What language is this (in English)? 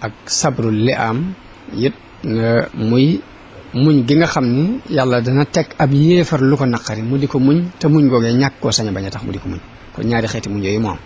Wolof